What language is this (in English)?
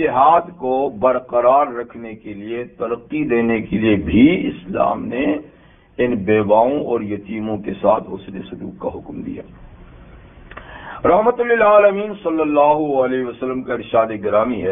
Urdu